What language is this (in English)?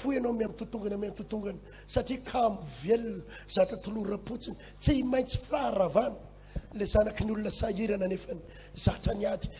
Malagasy